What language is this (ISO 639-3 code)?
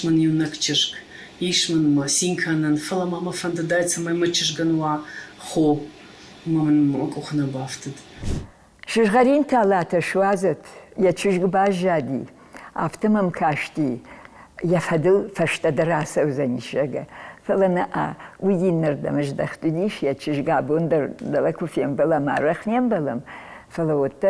oss